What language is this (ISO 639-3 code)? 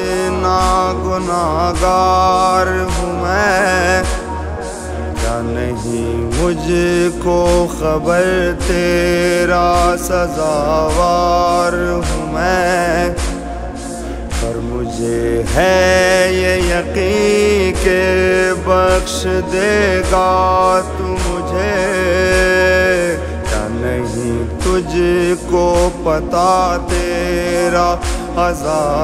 urd